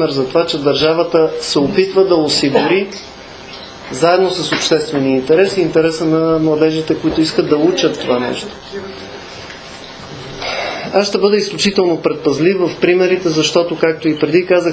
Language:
Bulgarian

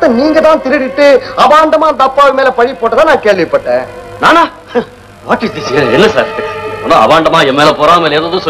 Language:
Tamil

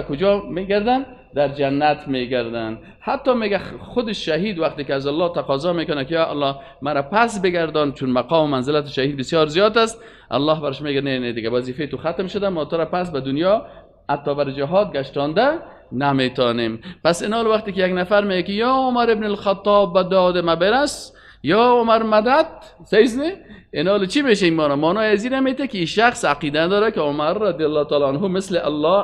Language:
Persian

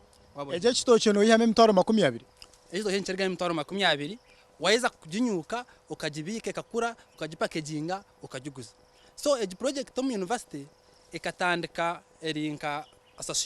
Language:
Nyankole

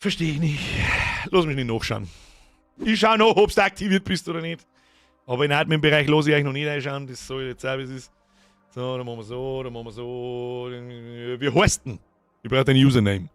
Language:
Bavarian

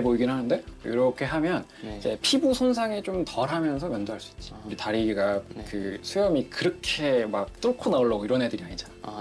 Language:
Korean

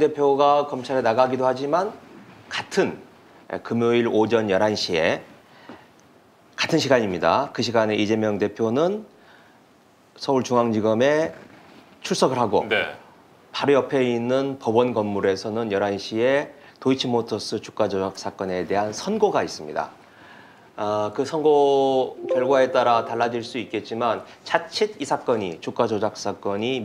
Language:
Korean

